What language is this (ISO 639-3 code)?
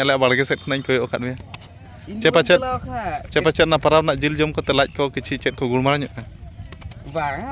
sat